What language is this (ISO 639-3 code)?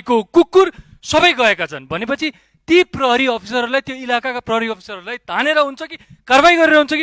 nep